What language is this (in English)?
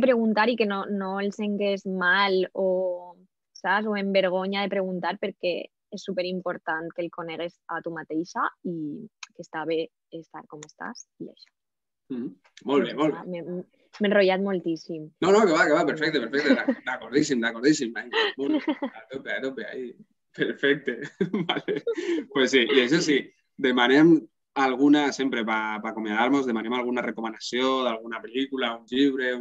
Catalan